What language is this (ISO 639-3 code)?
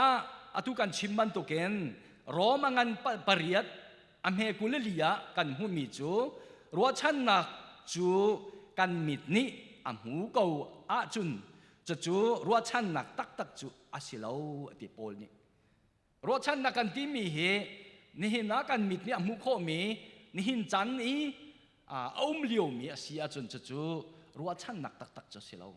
cnh